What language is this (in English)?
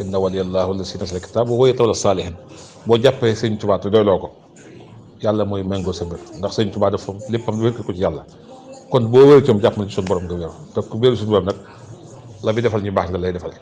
Wolof